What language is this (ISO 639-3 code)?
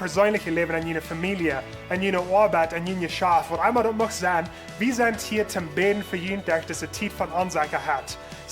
pdt